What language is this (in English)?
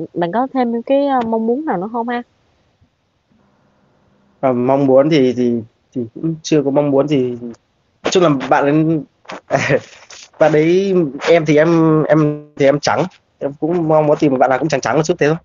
Vietnamese